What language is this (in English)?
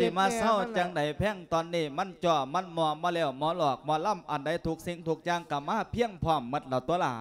Lao